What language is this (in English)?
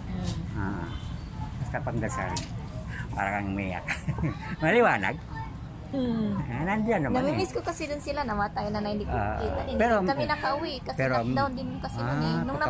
Filipino